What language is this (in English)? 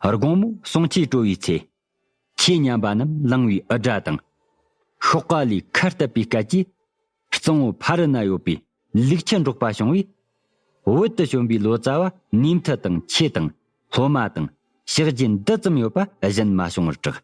Tibetan